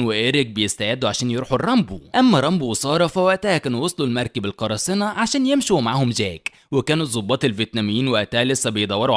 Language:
Egyptian Arabic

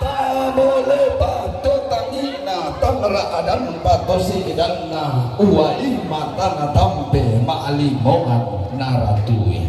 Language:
Toraja-Sa'dan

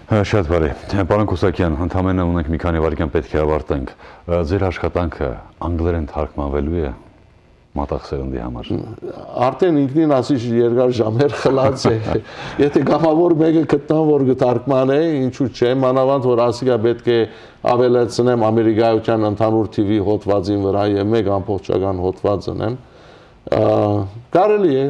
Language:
Western Armenian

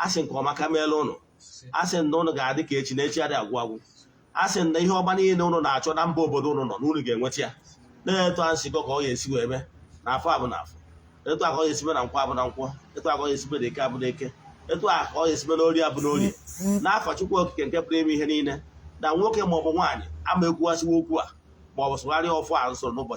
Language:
Igbo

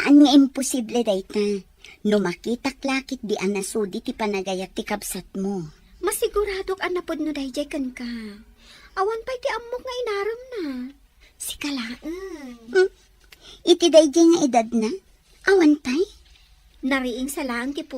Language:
Iloko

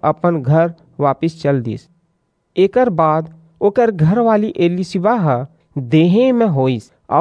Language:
Chhattisgarhi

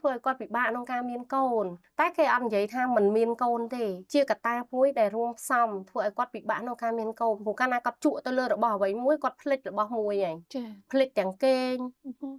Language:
Khmer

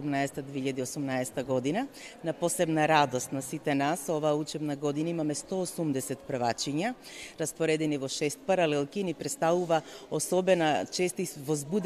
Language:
Macedonian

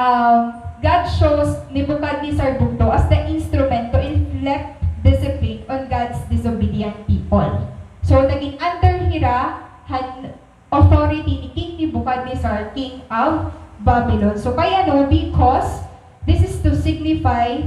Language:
Waray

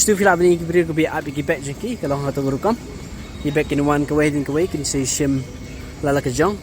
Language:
Khasi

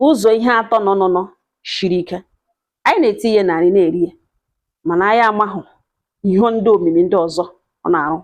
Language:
Igbo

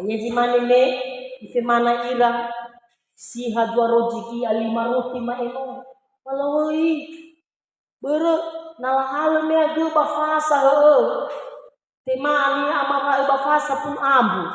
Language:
Nias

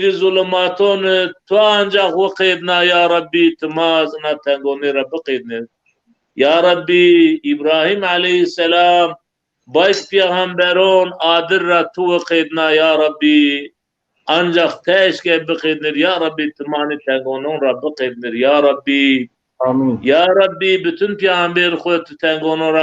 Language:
Zaza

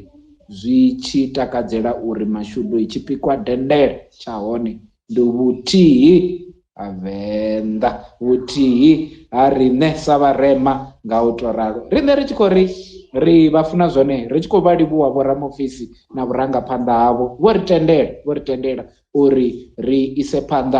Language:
Venda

